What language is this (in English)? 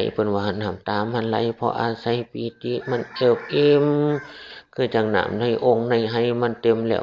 Northeastern Thai